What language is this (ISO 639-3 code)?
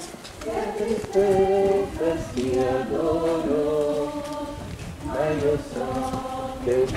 ita